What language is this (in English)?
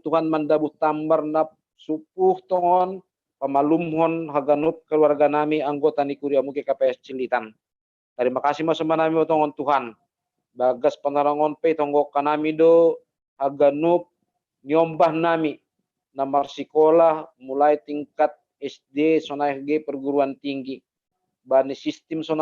Batak Simalungun